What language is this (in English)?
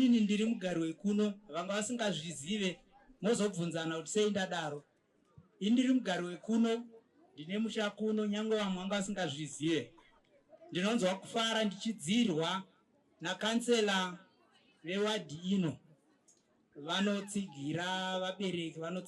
Shona